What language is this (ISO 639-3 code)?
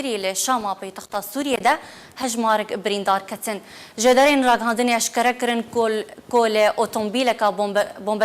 kur